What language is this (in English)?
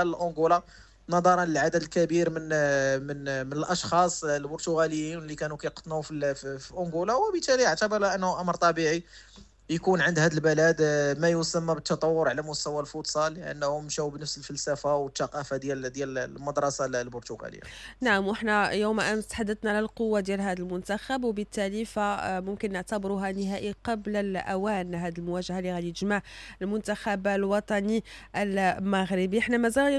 Moroccan Arabic